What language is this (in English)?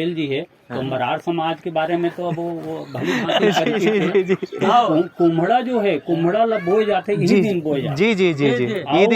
Chhattisgarhi